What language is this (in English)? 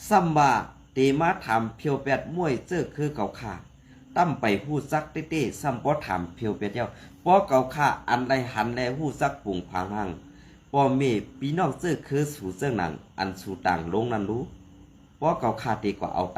Shan